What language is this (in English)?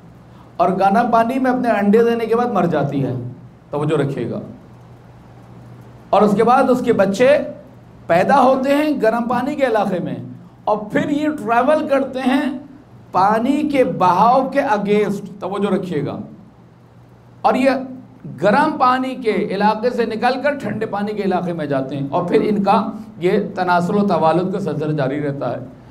Urdu